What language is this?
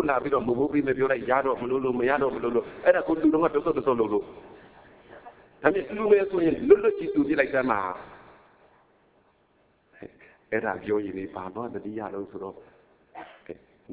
Burmese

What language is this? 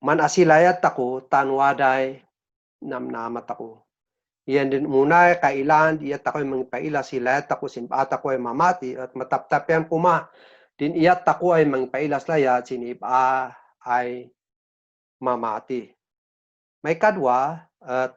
Kankanaey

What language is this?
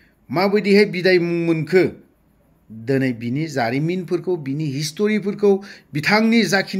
Bodo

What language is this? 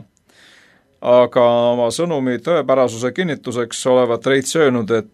Estonian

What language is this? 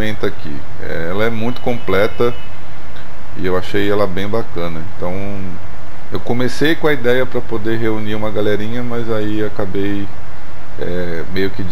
Portuguese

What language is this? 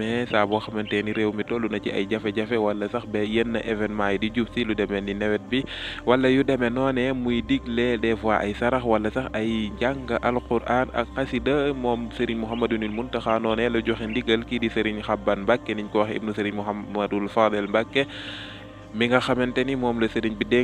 Wolof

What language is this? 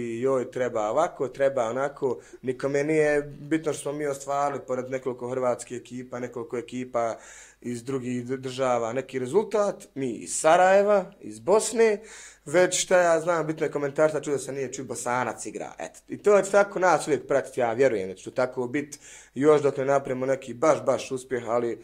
Bosnian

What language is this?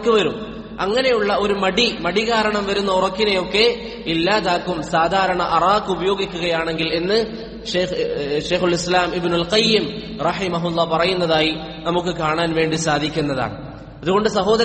Malayalam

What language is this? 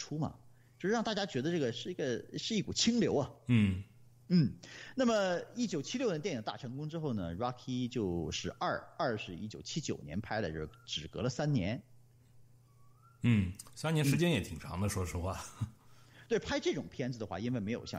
Chinese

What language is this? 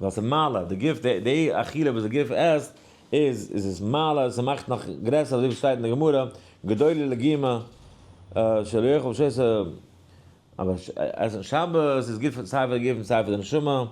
Yiddish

